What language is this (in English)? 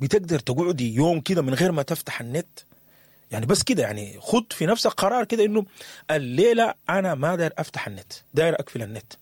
Sudanese Arabic